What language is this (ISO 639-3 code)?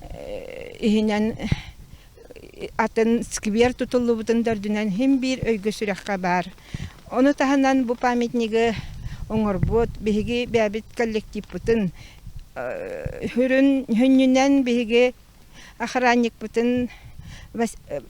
sah